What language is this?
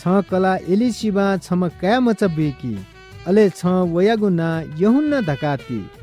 Newari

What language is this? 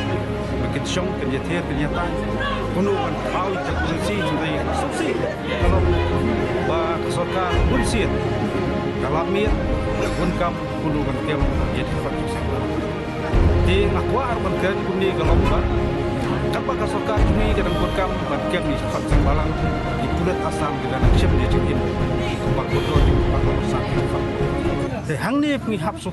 Khasi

